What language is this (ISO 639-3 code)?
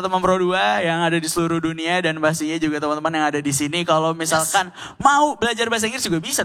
ind